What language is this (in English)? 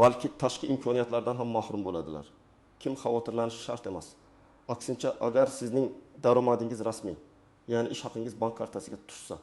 Uzbek